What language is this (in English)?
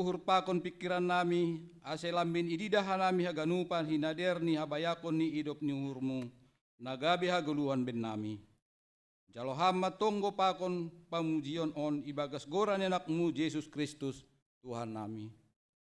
Batak Simalungun